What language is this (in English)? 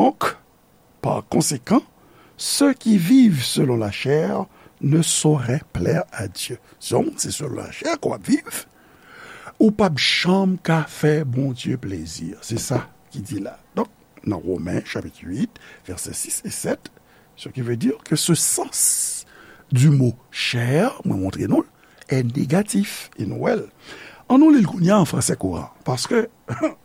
Haitian Creole